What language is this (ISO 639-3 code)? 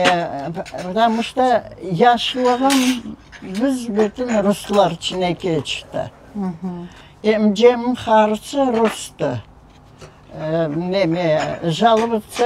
crh